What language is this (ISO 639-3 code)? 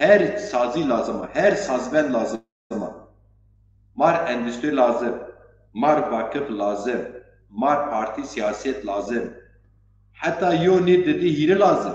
zza